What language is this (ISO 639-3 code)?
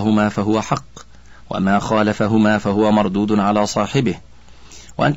ara